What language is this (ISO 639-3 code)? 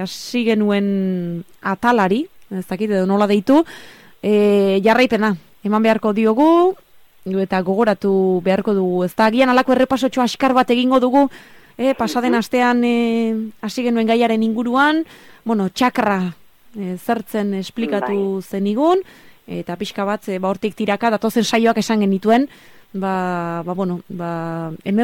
eus